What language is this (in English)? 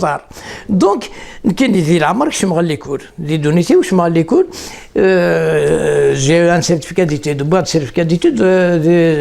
Kabyle